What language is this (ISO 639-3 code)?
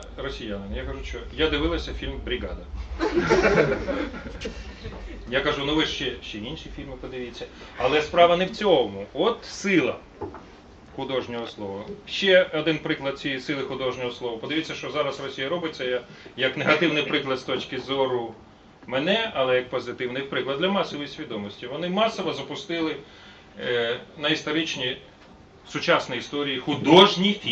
ukr